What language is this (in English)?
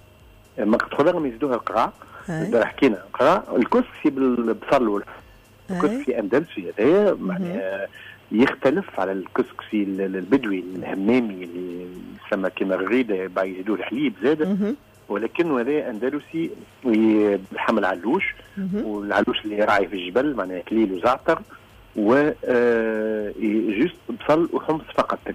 Tunisian Arabic